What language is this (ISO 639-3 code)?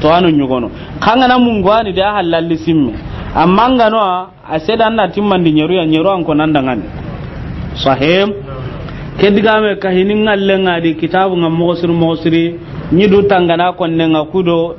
snk